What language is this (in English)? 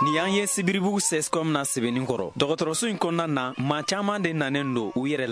Bambara